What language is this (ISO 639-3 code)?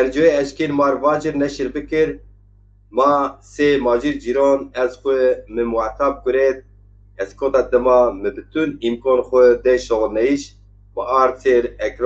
zza